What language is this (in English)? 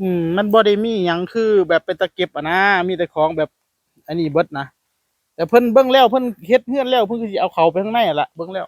Northeastern Thai